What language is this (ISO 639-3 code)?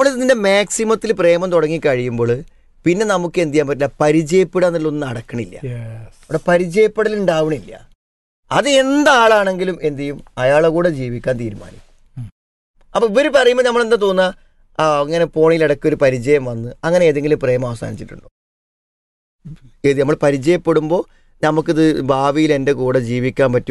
mal